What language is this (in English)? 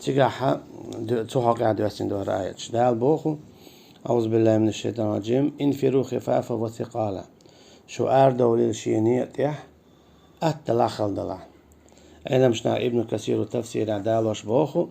Chechen